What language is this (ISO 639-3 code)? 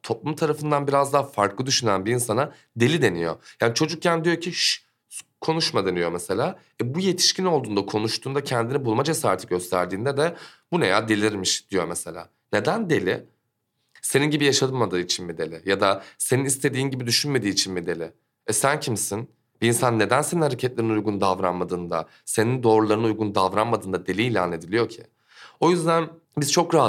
tur